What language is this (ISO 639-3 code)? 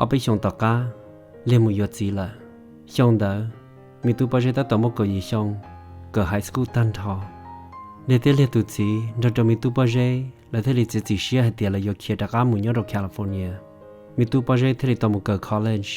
hmn